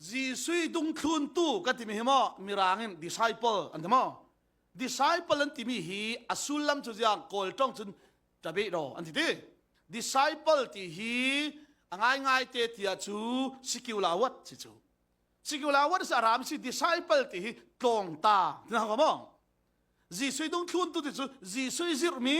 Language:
Falam Chin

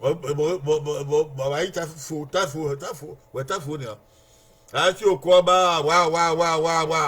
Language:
Bini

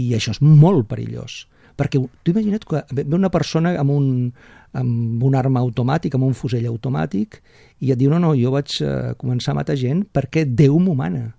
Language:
Catalan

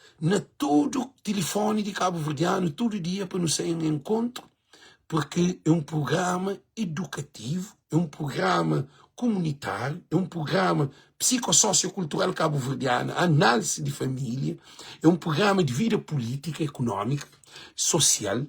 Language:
Kabuverdianu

